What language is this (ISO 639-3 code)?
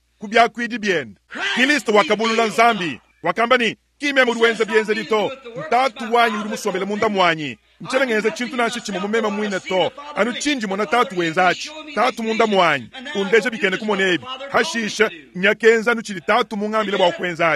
lua